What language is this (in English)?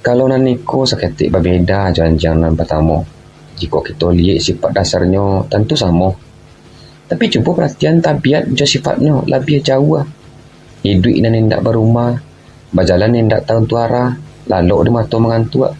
Minangkabau